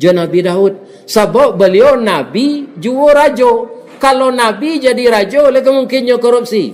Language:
Minangkabau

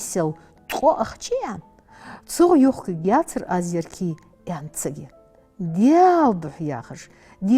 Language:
Ingush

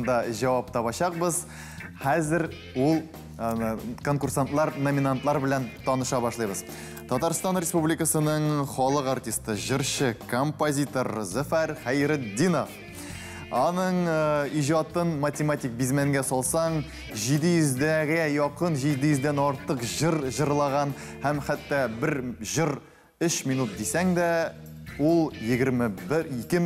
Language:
Tatar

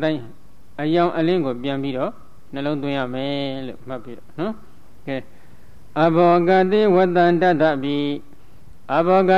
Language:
Burmese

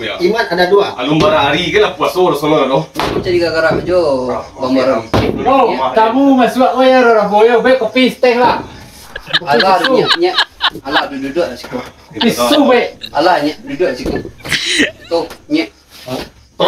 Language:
Minangkabau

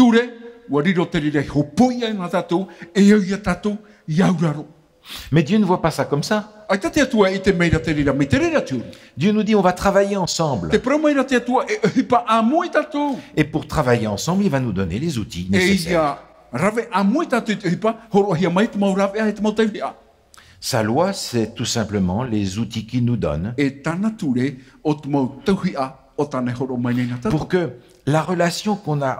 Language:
Tahitian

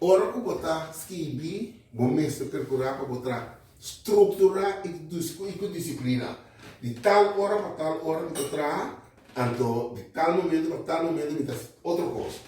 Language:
Papiamento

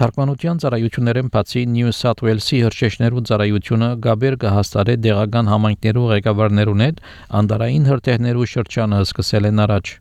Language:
Armenian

